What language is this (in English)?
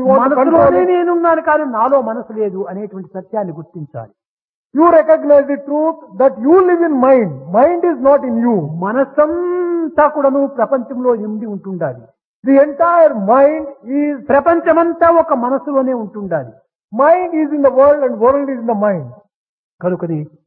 Telugu